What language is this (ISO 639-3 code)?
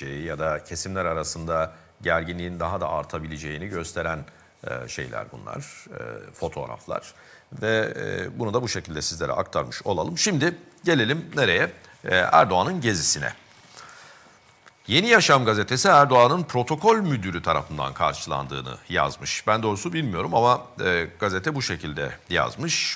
tur